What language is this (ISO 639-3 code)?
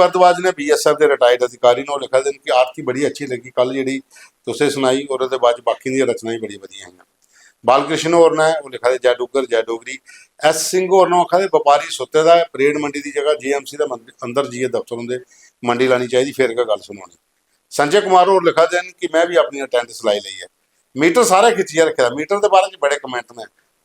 doi